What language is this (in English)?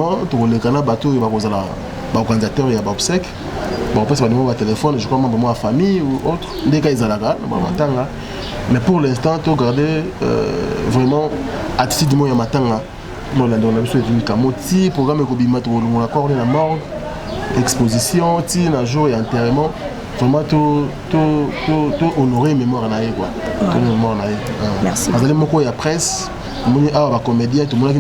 Lingala